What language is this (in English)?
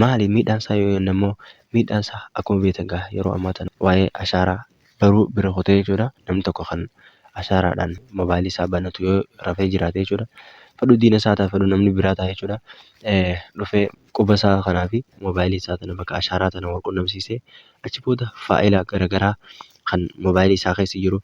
Oromo